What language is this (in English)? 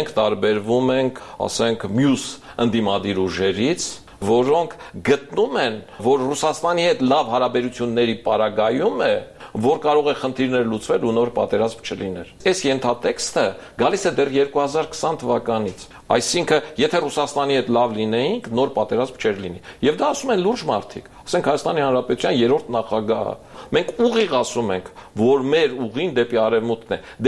Armenian